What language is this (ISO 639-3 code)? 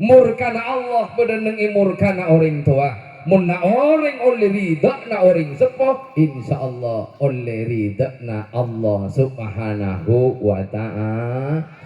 mad